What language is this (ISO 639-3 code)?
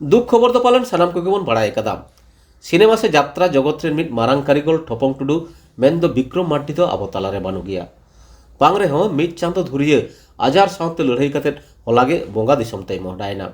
sat